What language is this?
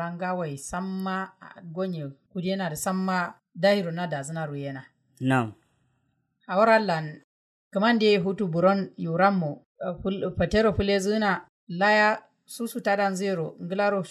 Kanuri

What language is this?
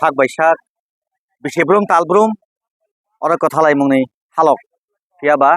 Kok Borok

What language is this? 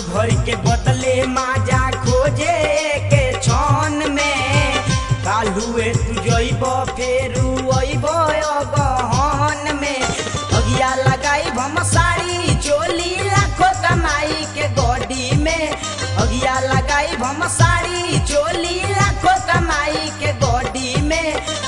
Bhojpuri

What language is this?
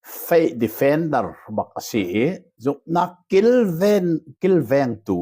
Hakha Chin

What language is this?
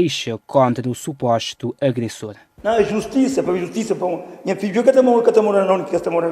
Kabuverdianu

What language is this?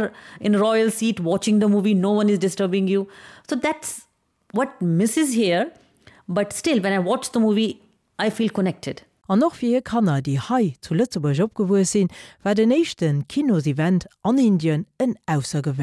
Luxembourgish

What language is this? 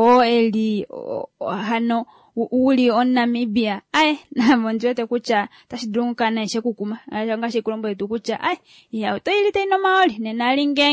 Kuanyama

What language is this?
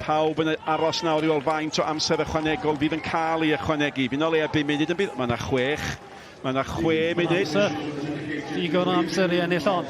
Welsh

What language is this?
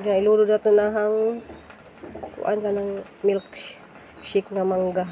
Cebuano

